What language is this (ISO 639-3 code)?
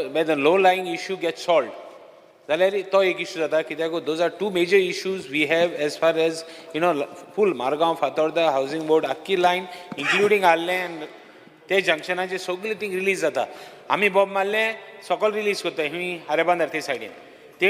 kok